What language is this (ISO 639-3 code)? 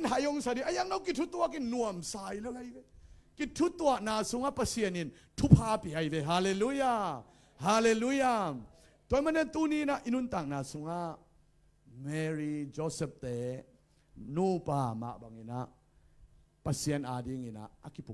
ctd